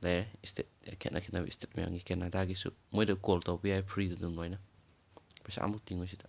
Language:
Manipuri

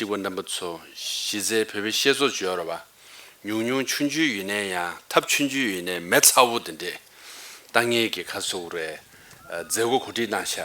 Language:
Tibetan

